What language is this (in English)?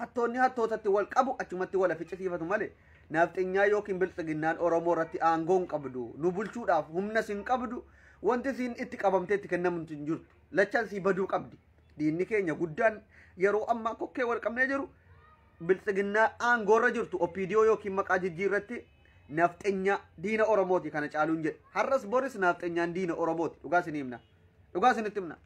Oromo